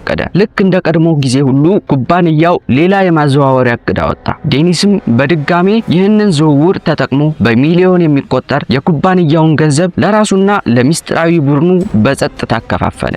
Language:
Amharic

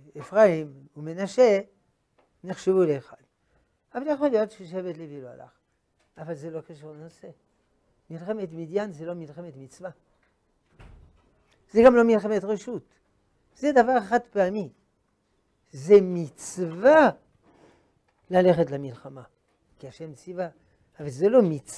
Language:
Hebrew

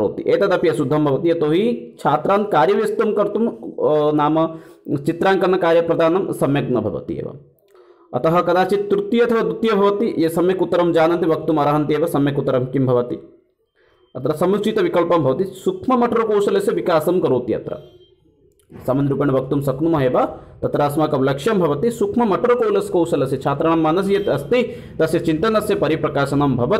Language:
Sanskrit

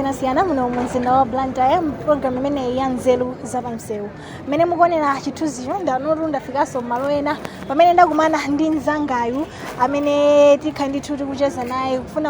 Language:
Nyanja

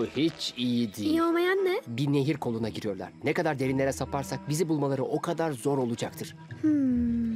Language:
Turkish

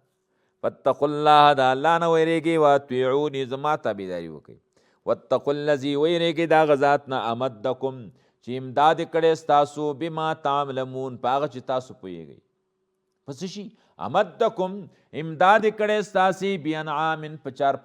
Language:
Pashto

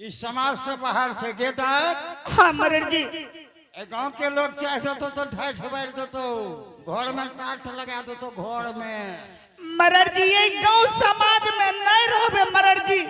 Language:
Angika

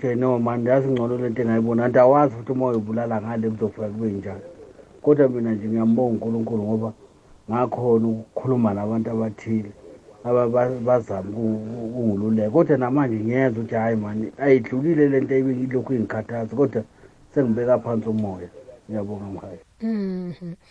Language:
South Ndebele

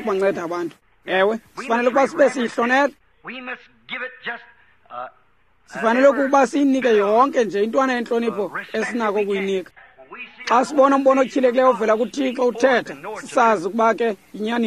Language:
Xhosa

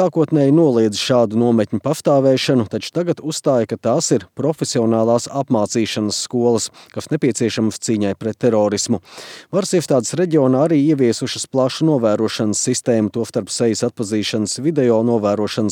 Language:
Latvian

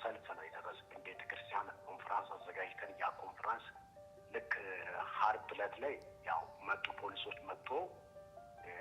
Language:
Amharic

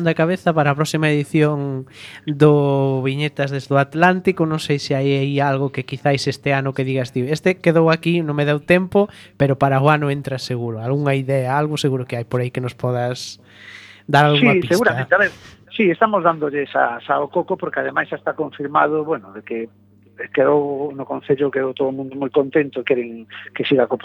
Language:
Galician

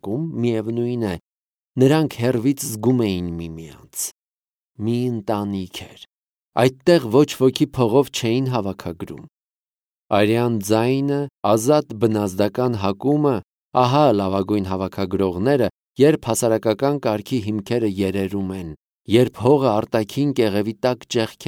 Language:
Armenian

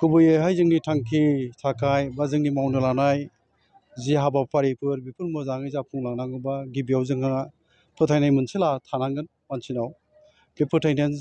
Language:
Bodo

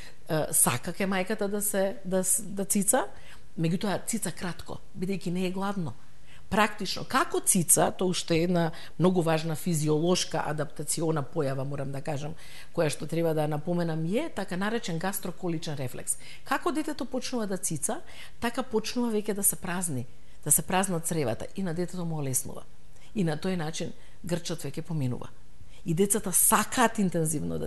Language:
Macedonian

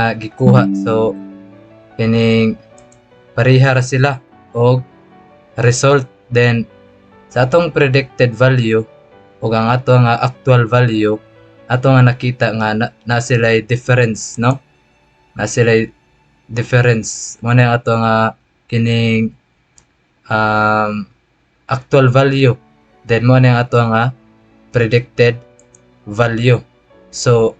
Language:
Cebuano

